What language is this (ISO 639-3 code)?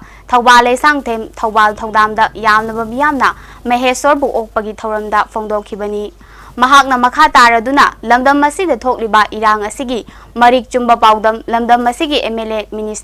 mni